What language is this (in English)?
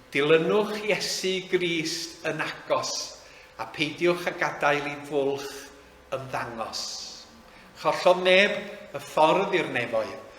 Welsh